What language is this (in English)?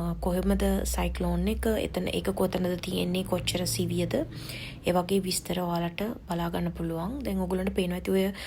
Sinhala